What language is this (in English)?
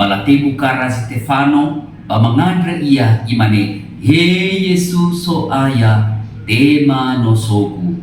Nias